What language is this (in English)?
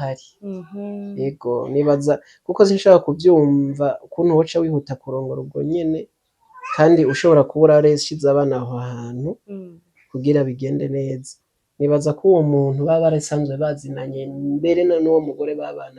Rundi